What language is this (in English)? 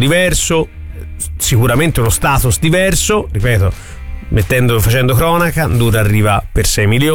Italian